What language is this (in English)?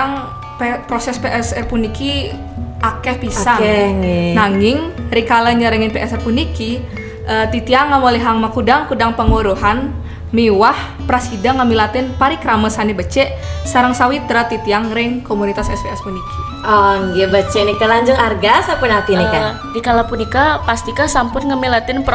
Balinese